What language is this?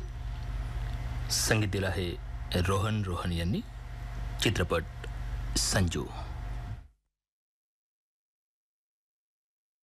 Marathi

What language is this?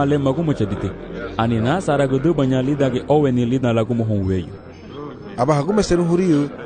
Garifuna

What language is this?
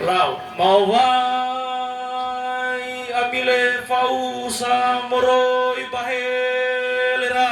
Nias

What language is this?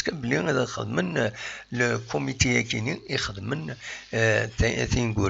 Kabyle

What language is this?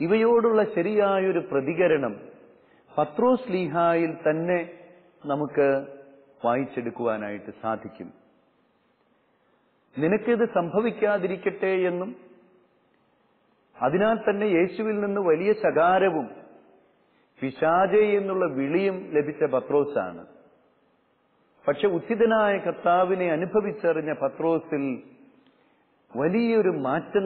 Malayalam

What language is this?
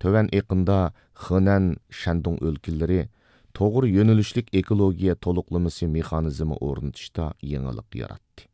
Uyghur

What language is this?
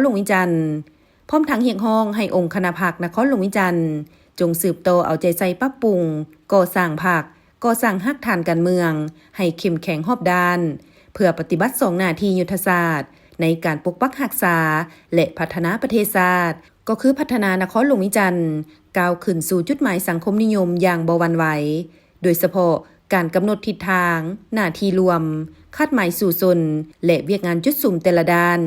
Lao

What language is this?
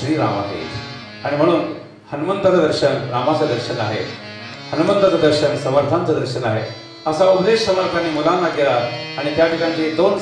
Marathi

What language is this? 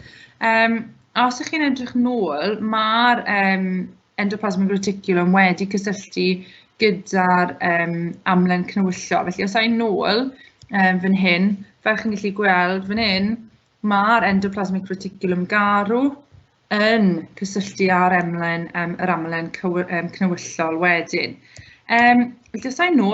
Welsh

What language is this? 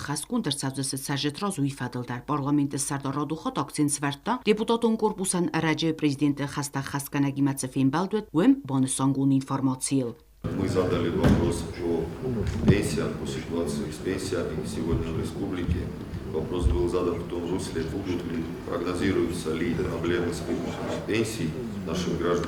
Ossetic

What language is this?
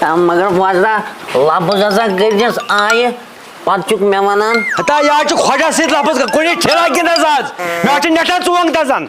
Kashmiri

